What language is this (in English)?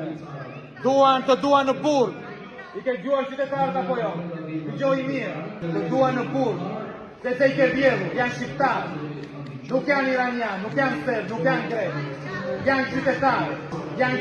Albanian